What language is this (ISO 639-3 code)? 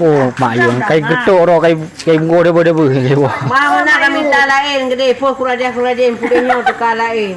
ace